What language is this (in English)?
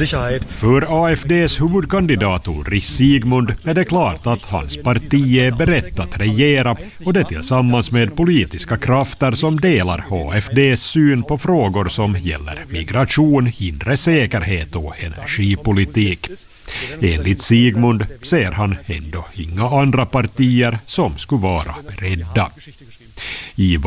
Swedish